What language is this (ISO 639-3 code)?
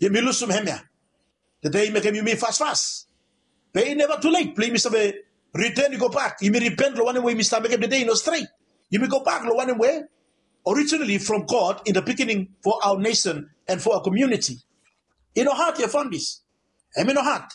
bis